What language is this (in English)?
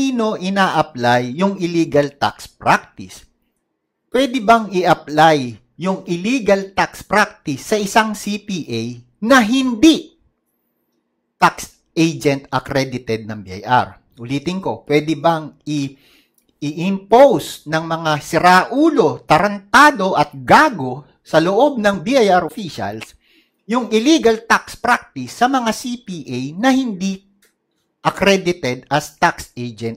Filipino